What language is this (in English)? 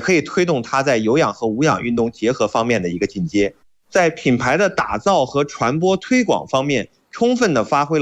Chinese